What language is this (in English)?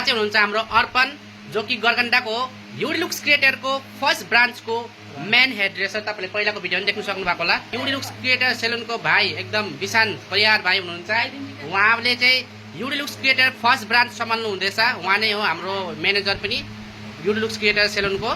Nepali